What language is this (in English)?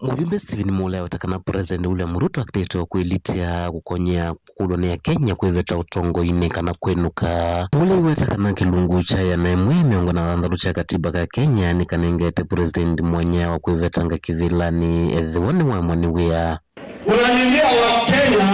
Kamba